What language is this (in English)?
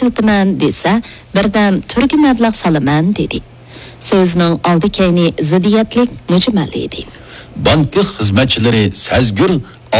Uyghur